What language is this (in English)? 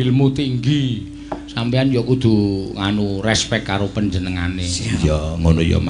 Javanese